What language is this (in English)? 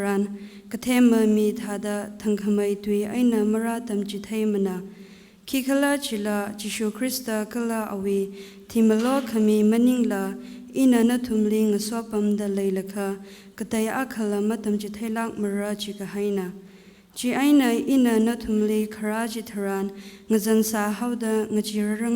Tangkhul Naga (India)